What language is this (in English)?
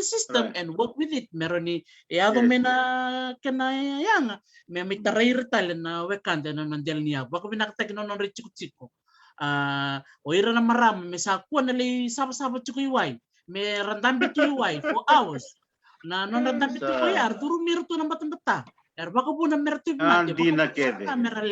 Fijian